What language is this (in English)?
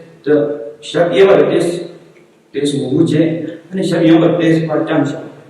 Tibetan